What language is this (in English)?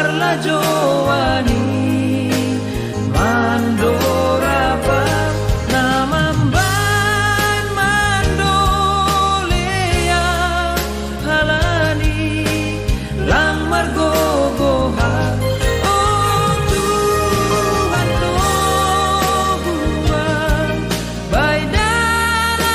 Batak Simalungun